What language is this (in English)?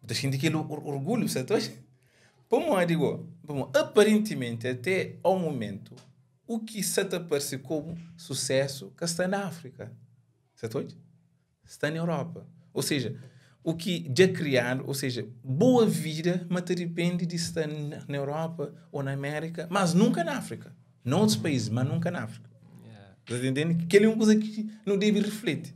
Kabuverdianu